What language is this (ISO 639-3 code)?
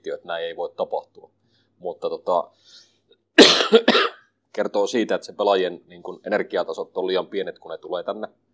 fin